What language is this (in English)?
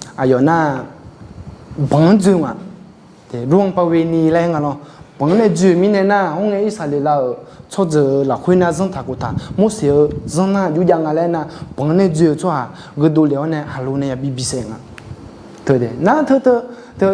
Akha